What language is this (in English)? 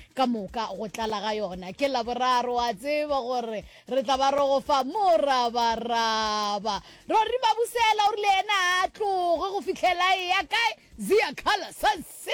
Northern Sotho